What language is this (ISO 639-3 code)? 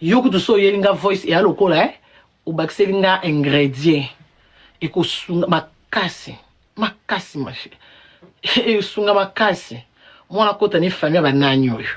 lin